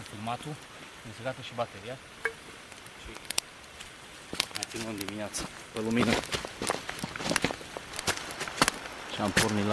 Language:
Romanian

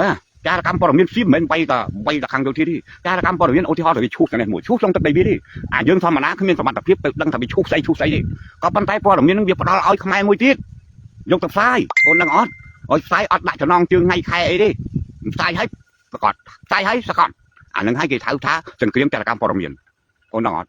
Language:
Khmer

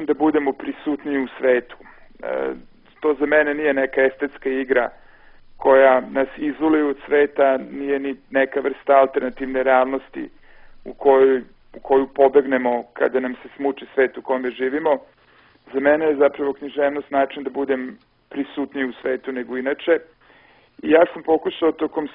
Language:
Serbian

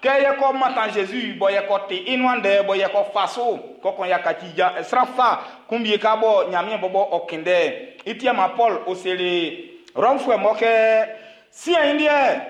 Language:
Baoulé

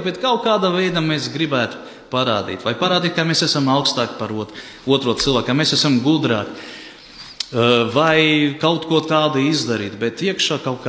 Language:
Latvian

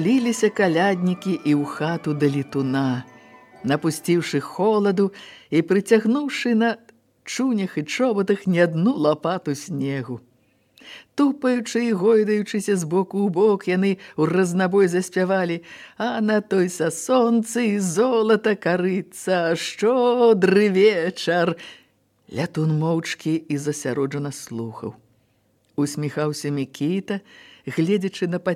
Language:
Belarusian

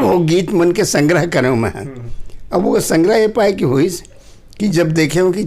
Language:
Chhattisgarhi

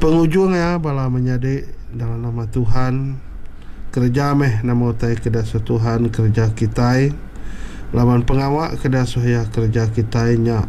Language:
Iban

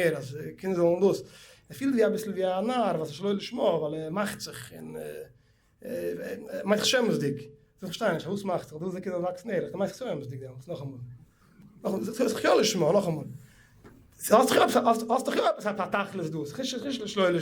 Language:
Yiddish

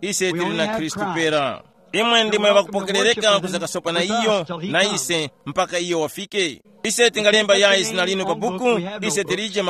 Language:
Tumbuka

